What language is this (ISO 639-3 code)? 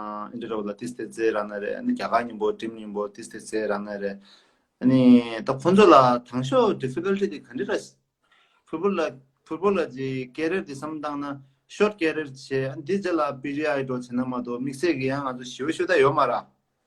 bod